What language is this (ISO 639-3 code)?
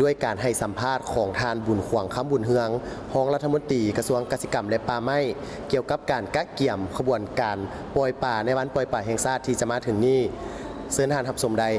lao